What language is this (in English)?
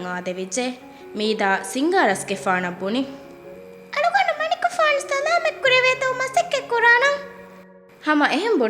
Divehi